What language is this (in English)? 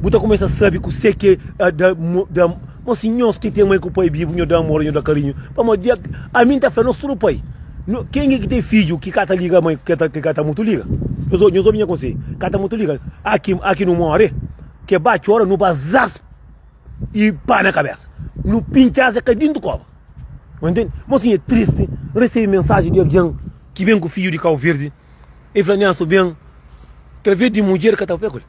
Kabuverdianu